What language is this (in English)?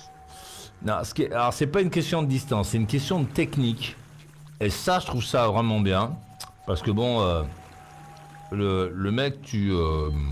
French